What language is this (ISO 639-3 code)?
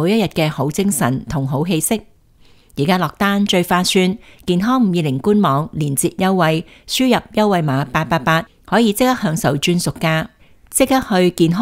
yue